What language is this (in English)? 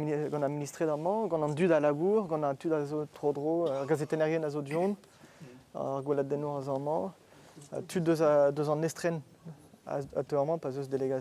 Breton